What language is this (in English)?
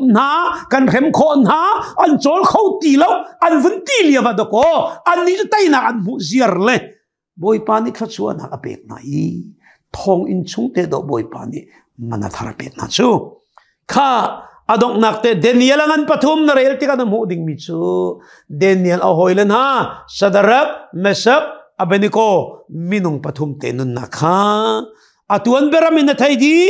Hakha Chin